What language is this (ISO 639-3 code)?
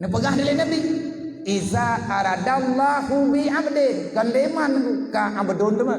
ace